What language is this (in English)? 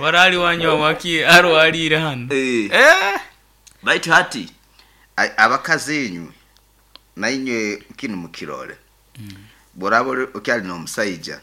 Nyoro